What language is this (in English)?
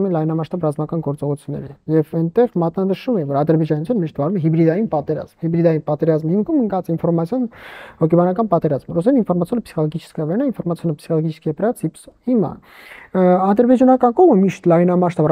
Armenian